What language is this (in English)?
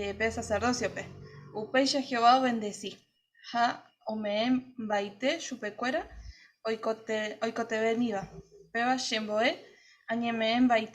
Guarani